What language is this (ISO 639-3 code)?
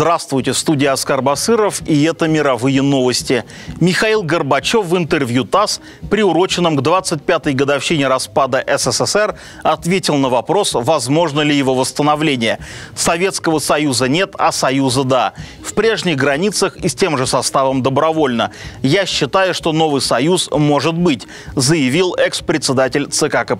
rus